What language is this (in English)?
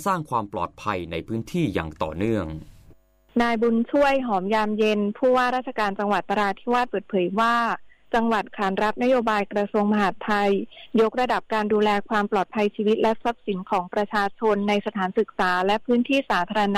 Thai